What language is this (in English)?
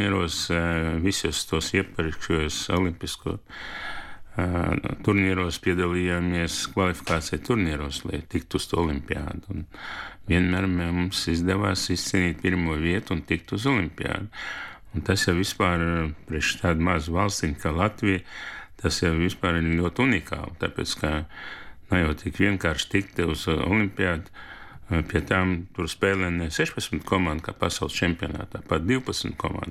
Latvian